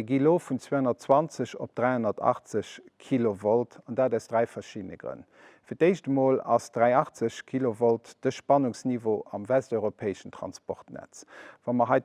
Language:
Luxembourgish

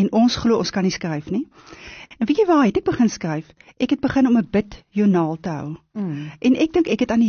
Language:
Afrikaans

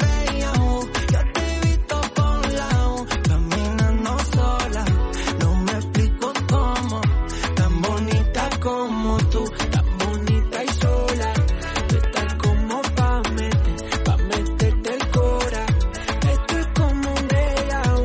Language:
Spanish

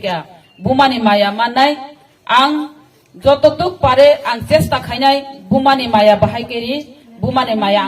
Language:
Kok Borok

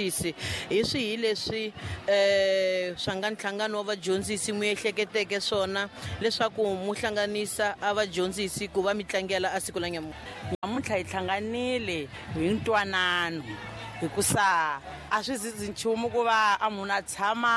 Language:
Tsonga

